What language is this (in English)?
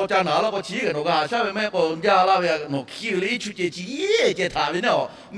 Lahu